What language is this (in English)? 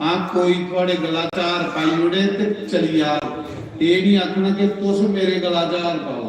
Dogri